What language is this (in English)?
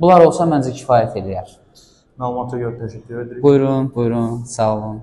Azerbaijani